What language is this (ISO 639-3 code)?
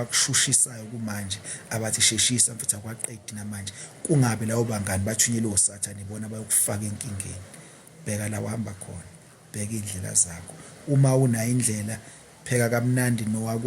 zul